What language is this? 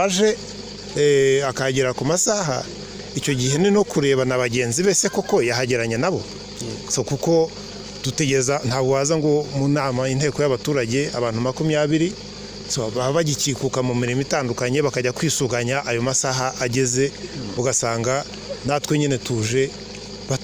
Kinyarwanda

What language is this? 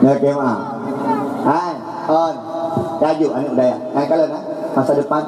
Achinese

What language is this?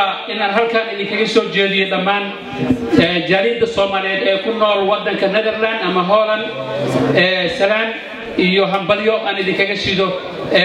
Somali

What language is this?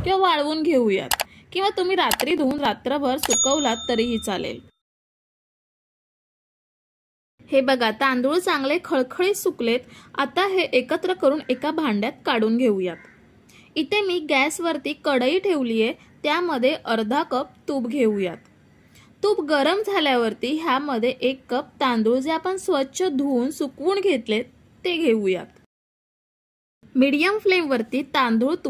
Marathi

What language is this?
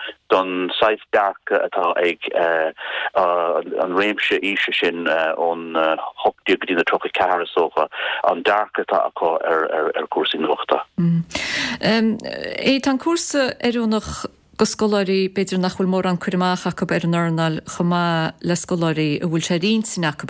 Irish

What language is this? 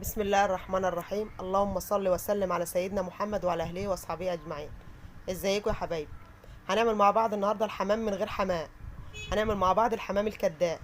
Egyptian Arabic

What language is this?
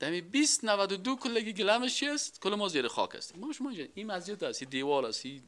Persian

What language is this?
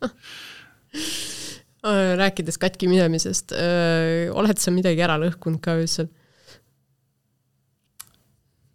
Estonian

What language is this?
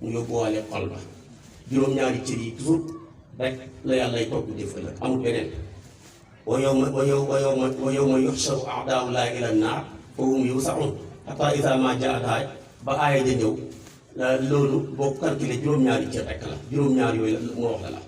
Wolof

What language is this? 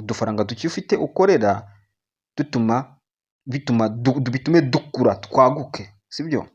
Kinyarwanda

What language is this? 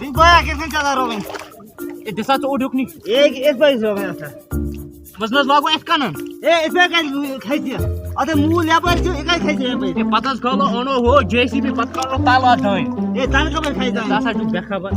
Kashmiri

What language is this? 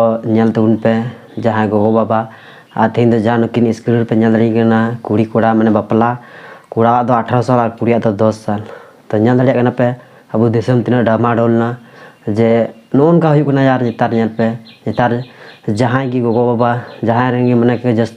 Santali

